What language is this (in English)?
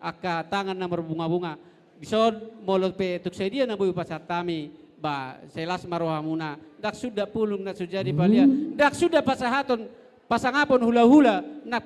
Batak Toba